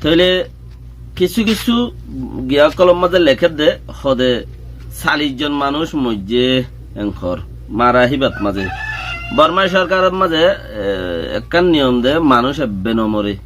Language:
Rohingya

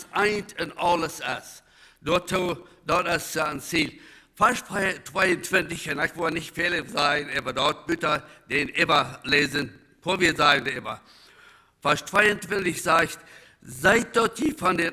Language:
Plautdietsch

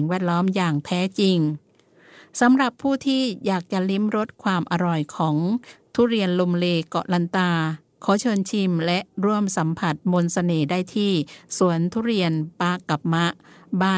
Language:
Thai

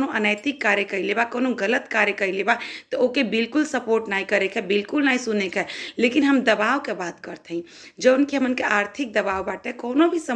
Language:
Bhojpuri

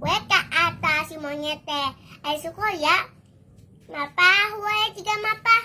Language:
Sundanese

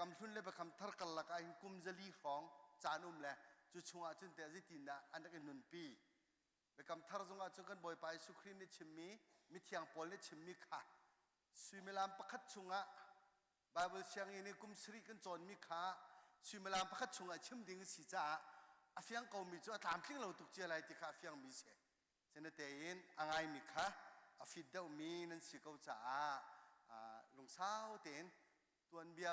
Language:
Hakha Chin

